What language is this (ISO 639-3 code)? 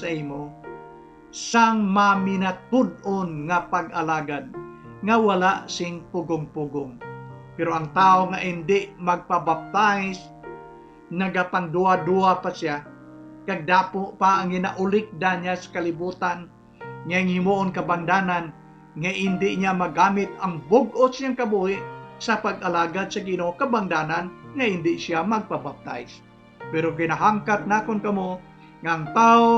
hil